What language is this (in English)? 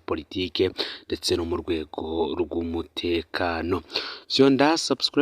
Rundi